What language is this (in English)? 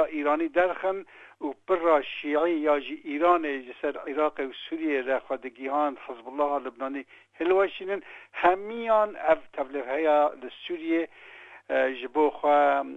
Kurdish